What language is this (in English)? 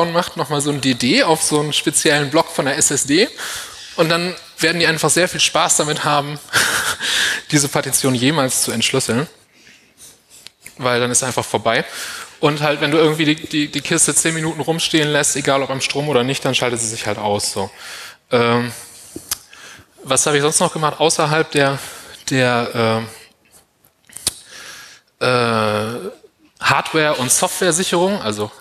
German